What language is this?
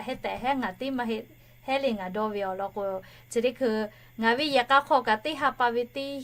Lahu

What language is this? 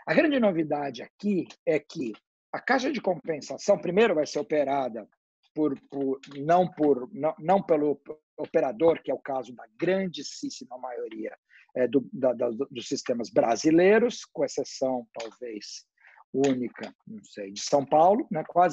Portuguese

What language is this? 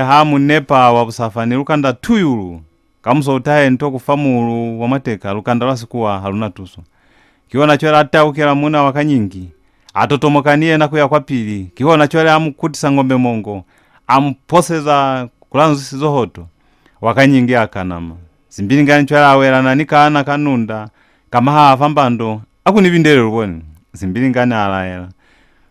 Lozi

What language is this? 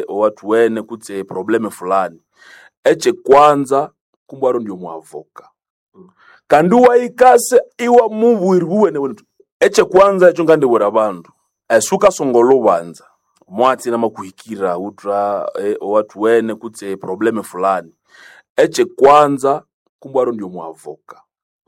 Nande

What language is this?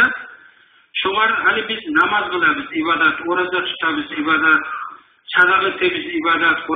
Kumyk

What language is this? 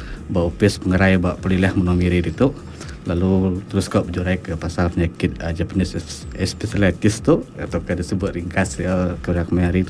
Iban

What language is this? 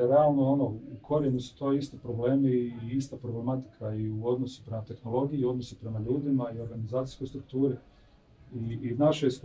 Croatian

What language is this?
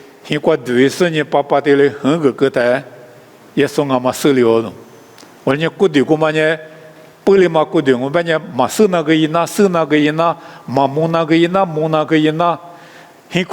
Lisu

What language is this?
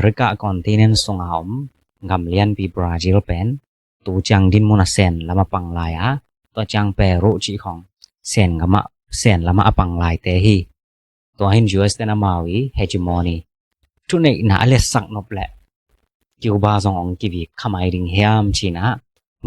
Tedim Chin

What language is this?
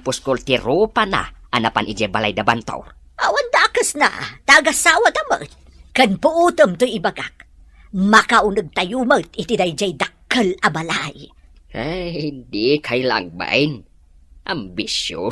Iloko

